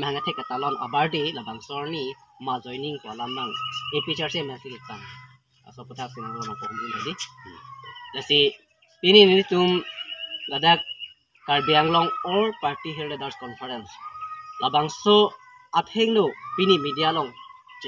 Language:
Karbi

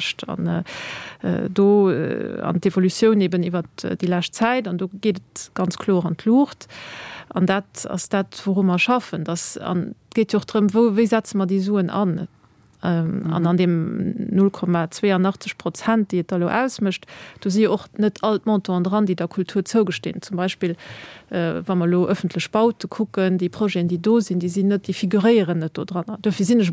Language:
Luxembourgish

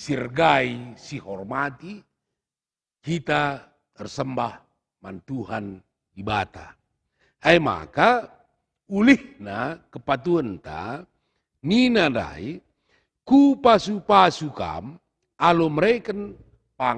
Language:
Batak Karo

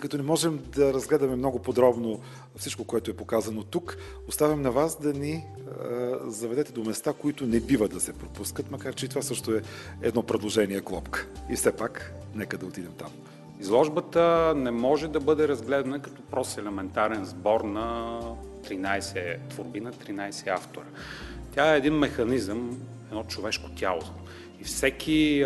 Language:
Bulgarian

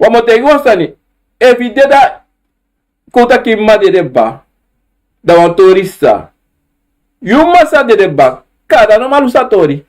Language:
Sranan Tongo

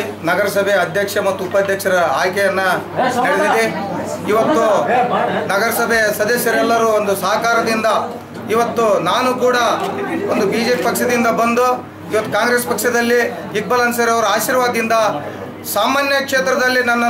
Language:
Kannada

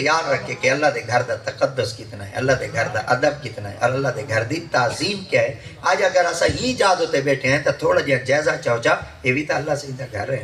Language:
Saraiki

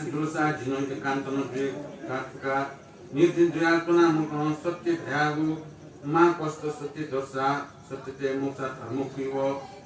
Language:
Newari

